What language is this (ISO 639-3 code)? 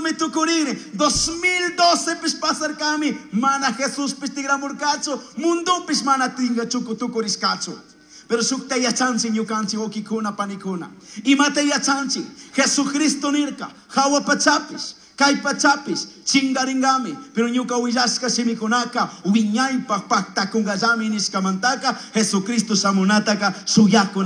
qug